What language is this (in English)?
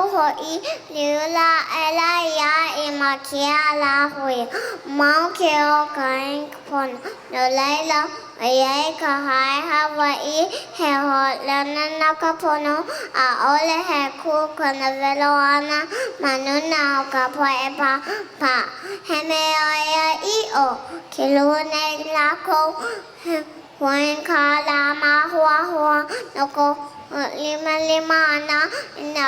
Hawaiian